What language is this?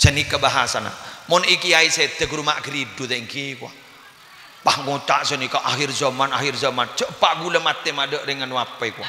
Madurese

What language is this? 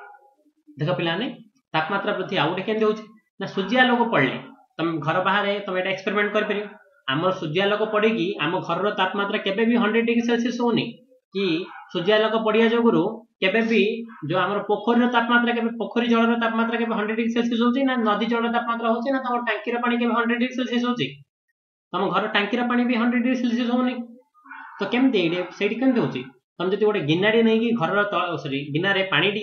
Odia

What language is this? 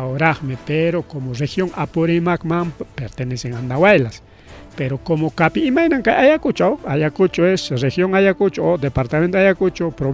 Ayacucho Quechua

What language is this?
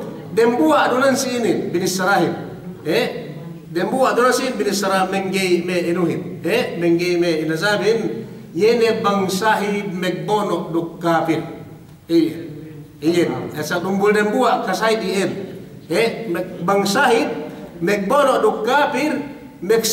Yakan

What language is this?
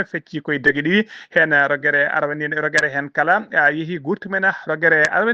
Fula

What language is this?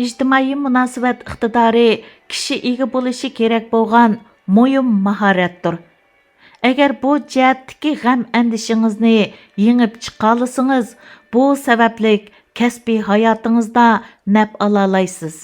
Uyghur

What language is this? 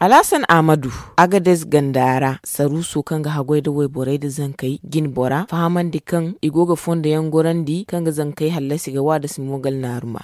Zarma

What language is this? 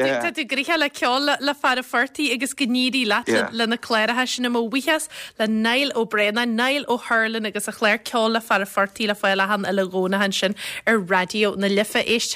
Irish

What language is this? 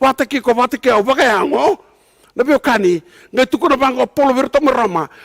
Fijian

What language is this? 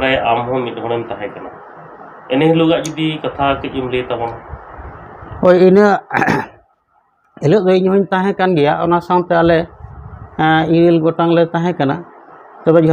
Santali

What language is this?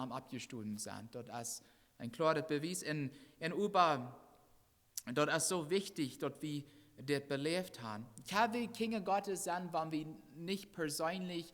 Plautdietsch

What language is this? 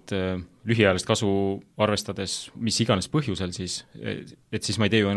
Estonian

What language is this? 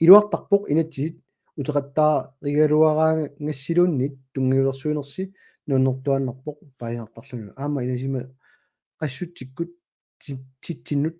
Kalaallisut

